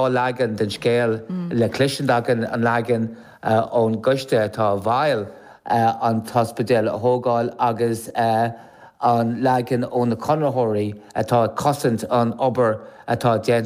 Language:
Irish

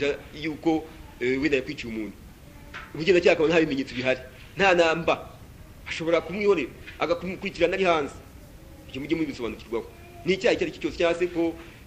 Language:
Kinyarwanda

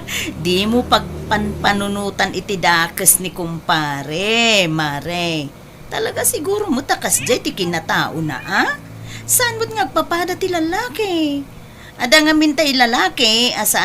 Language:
Iloko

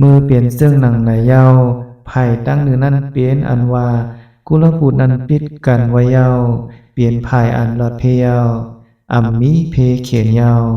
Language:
Shan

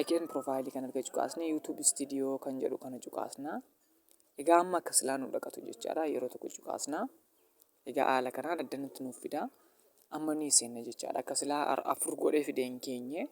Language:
Oromo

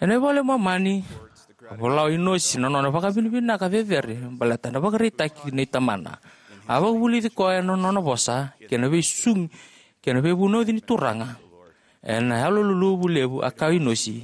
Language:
Fijian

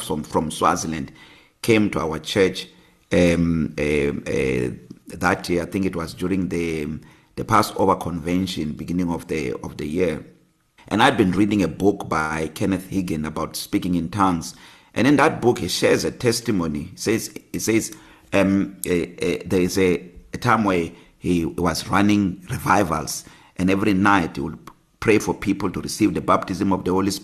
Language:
English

